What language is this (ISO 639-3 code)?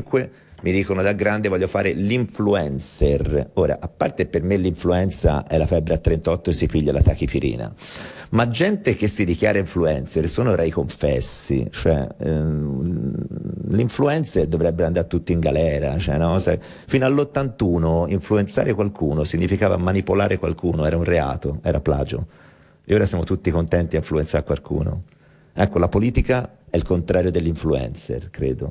ita